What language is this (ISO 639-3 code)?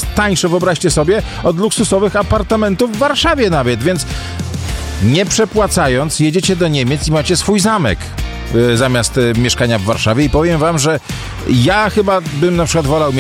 pol